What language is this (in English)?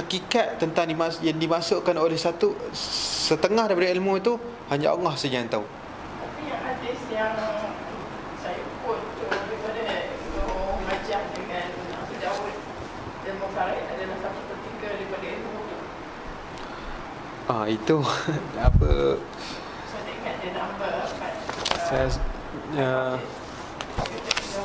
Malay